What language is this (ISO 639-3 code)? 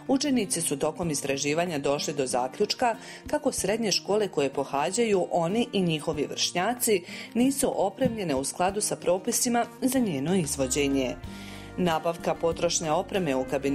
bos